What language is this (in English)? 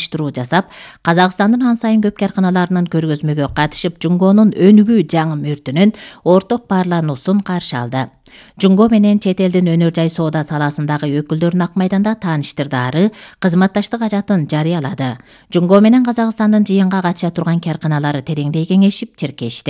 Kyrgyz